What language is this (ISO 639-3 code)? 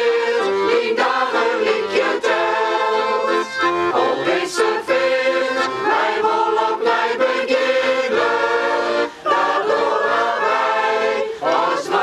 fry